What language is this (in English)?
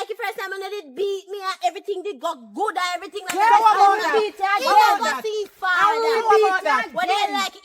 Jamaican Creole English